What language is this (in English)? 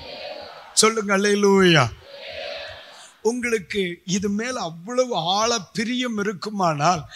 Tamil